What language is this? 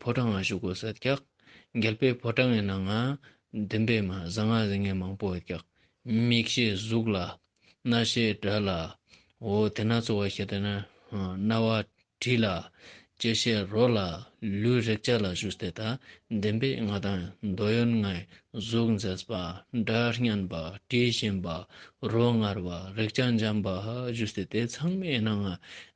Ladakhi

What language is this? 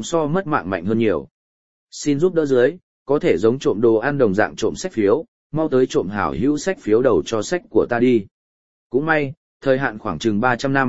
Vietnamese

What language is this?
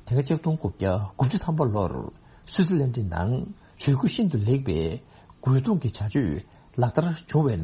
Tibetan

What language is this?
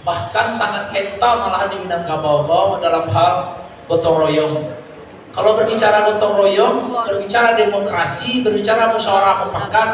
Minangkabau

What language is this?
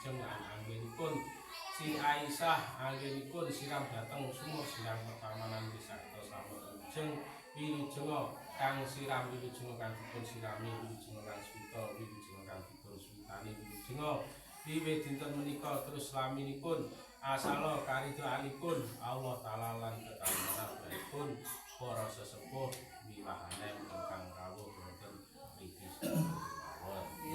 Javanese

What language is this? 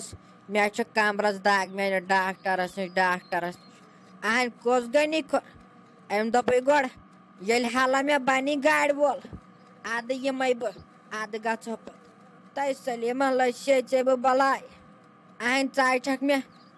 Kashmiri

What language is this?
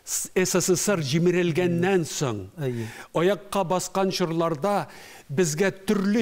Tatar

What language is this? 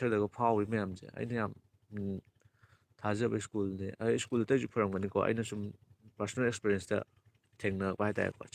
Manipuri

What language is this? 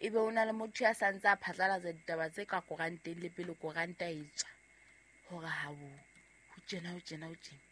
Southern Sotho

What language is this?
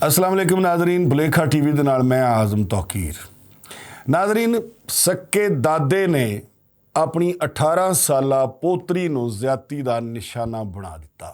Western Panjabi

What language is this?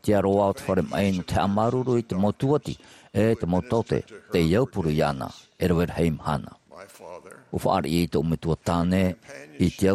Tahitian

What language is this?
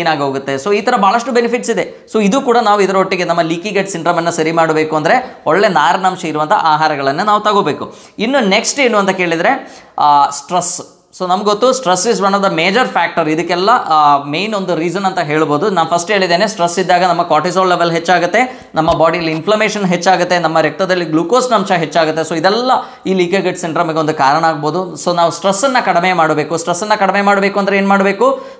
Kannada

